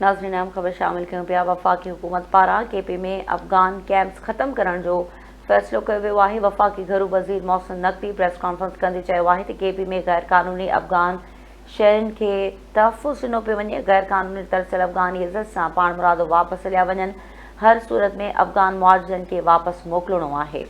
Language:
Sindhi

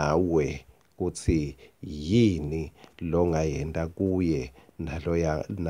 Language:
Swati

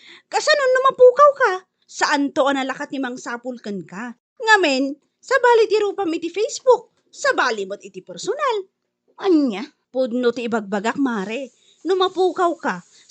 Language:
Iloko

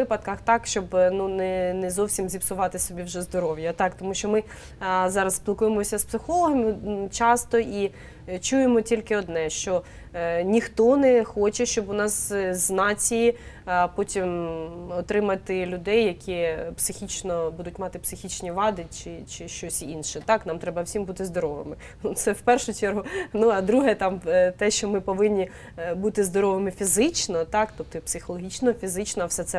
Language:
Ukrainian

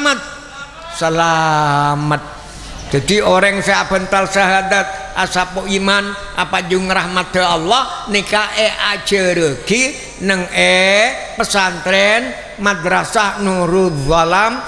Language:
Madurese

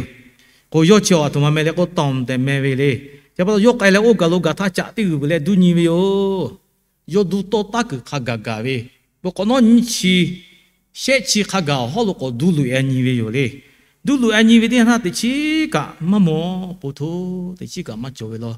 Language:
Lahu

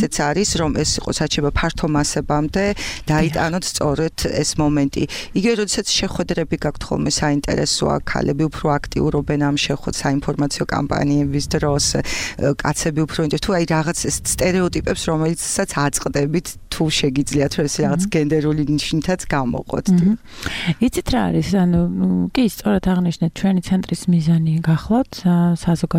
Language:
Georgian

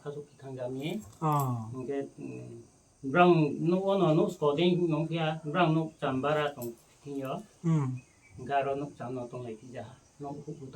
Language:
Riang (India)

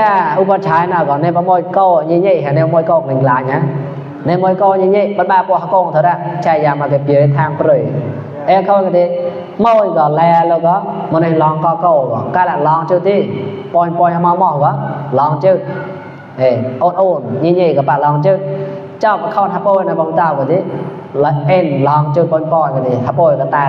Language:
Mon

